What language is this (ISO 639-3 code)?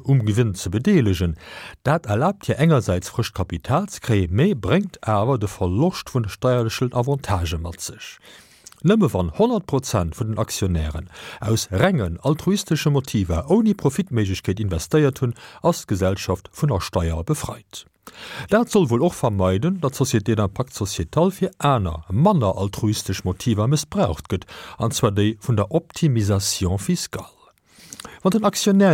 ltz